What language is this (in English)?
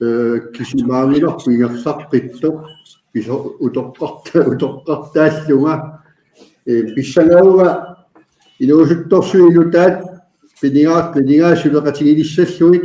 Kalaallisut